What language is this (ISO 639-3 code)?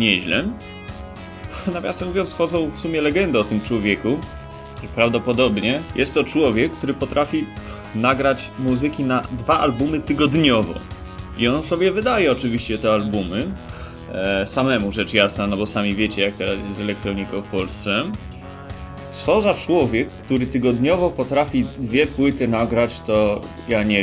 pol